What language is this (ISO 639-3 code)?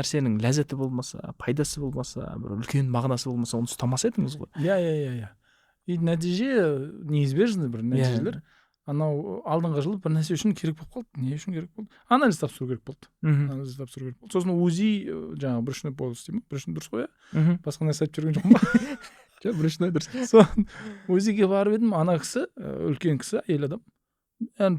kaz